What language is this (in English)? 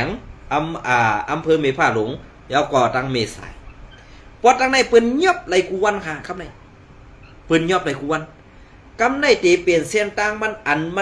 Shan